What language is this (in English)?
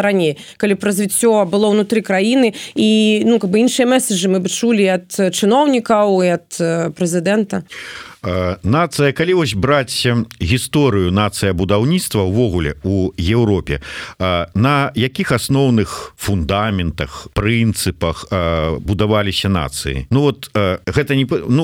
Belarusian